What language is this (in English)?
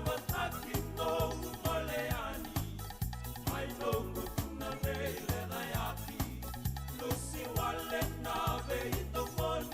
Fijian